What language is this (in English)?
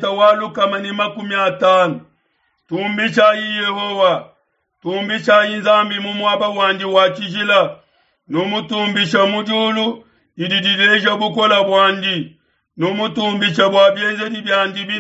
Luba-Lulua